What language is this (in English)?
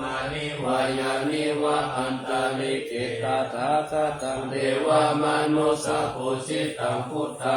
Pali